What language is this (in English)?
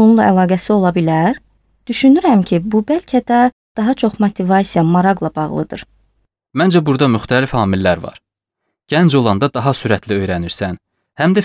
Azerbaijani